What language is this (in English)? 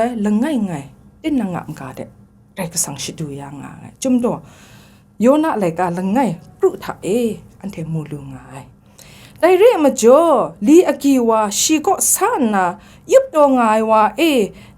Kachin